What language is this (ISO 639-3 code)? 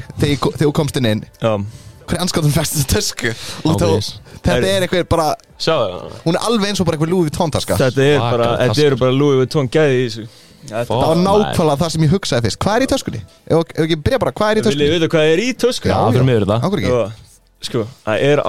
isl